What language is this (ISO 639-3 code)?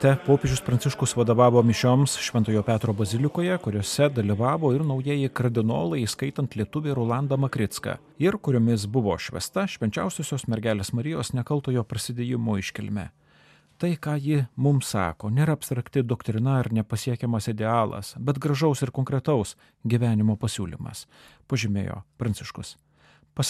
lit